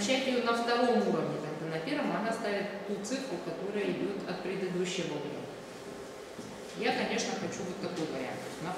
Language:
Russian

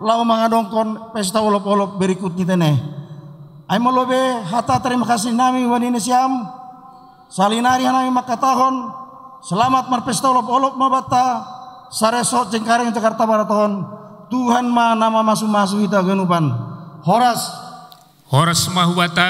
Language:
Batak Simalungun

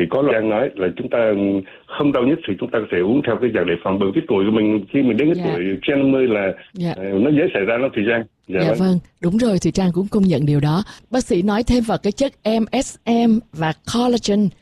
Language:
Vietnamese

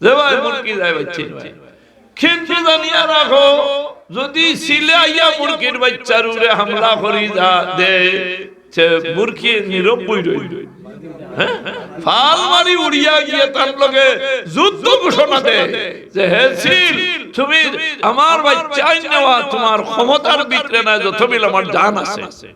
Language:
Sylheti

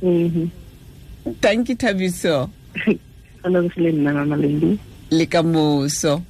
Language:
Tswana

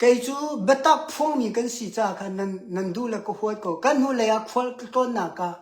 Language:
Hakha Chin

